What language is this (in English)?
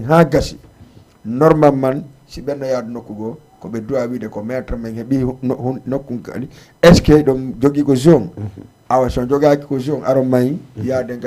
Fula